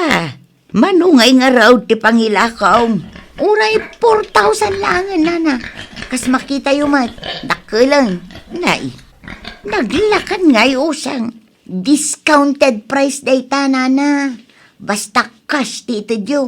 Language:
Iloko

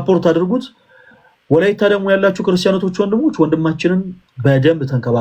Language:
Amharic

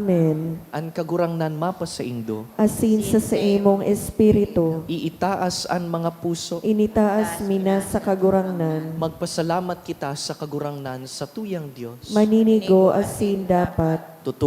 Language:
Bikol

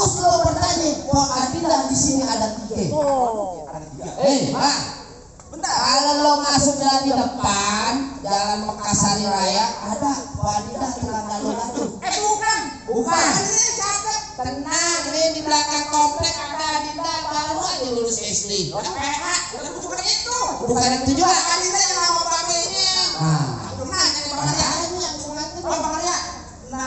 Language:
Betawi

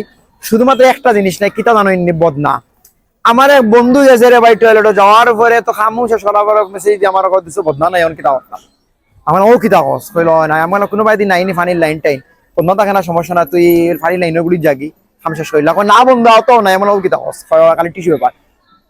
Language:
Sylheti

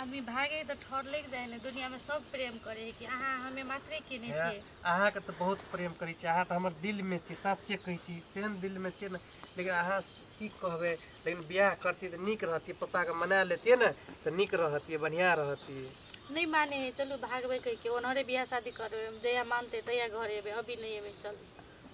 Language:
Maithili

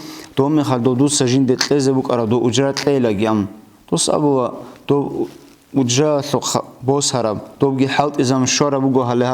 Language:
Avaric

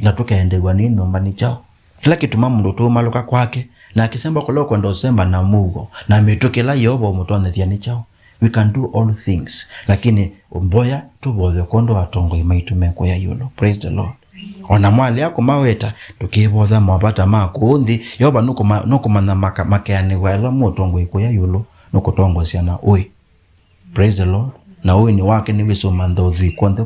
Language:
Kamba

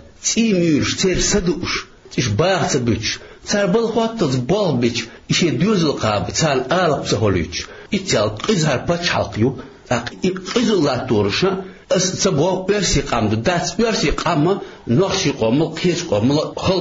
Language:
Chechen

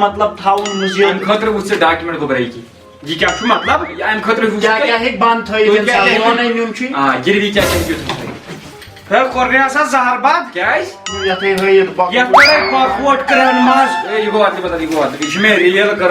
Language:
Kashmiri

